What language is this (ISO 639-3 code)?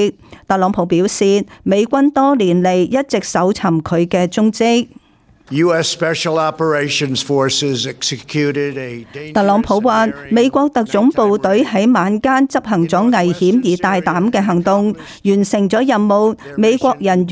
yue